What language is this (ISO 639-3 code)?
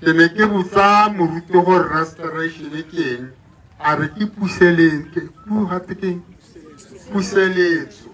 tsn